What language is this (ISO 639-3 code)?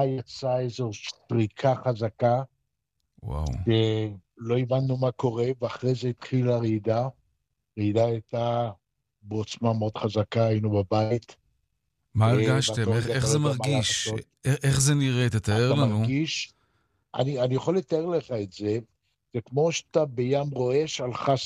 heb